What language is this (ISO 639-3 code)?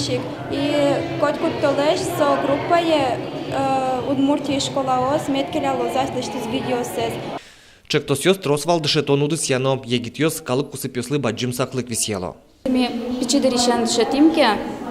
udm